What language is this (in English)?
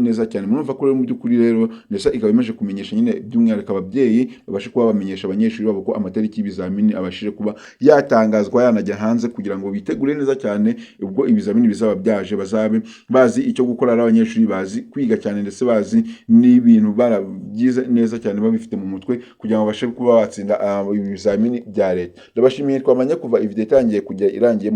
Kinyarwanda